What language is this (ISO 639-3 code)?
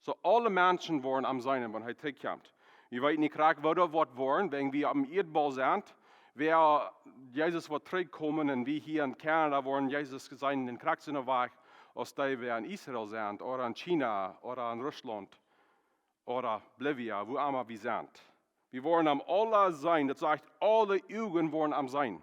pdt